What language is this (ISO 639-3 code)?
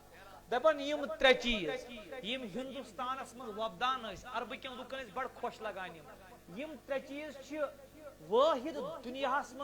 kas